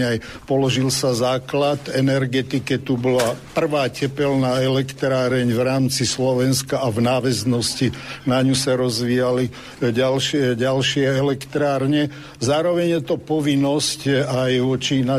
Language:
Slovak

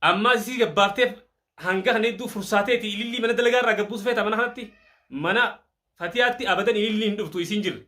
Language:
Oromo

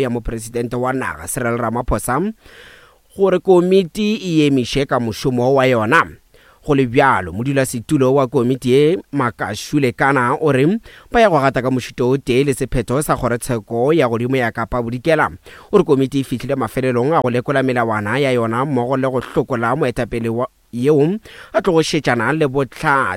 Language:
Northern Sotho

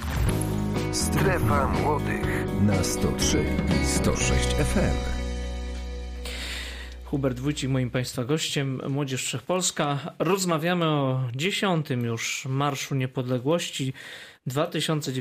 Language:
Polish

